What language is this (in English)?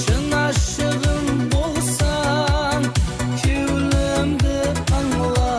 Kara-Kalpak